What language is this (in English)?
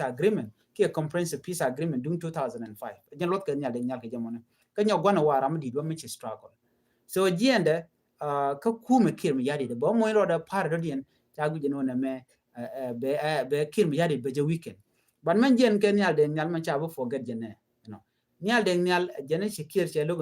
Nuer